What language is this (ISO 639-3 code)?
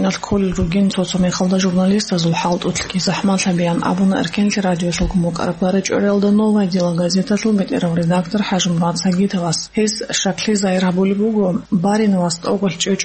ava